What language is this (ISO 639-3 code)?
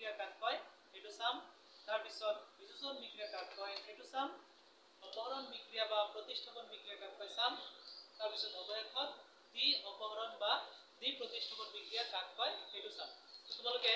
asm